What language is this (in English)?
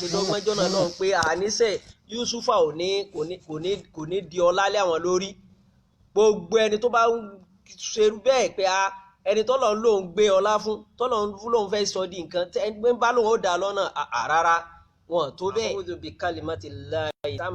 Yoruba